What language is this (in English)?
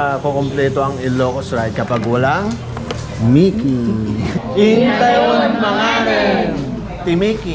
Filipino